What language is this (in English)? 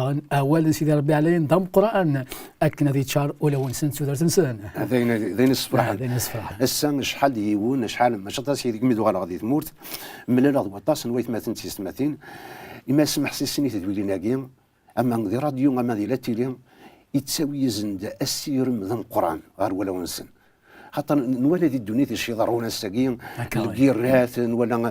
Kabyle